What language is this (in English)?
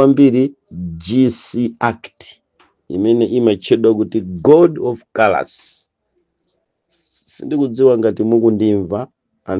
Nyanja